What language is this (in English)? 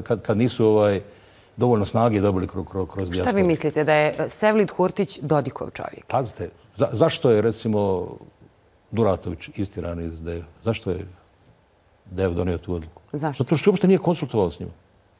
Bosnian